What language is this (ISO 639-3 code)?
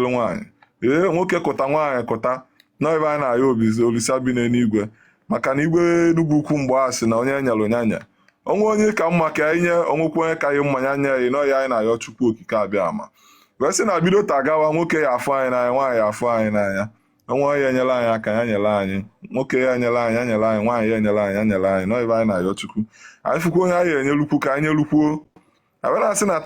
ibo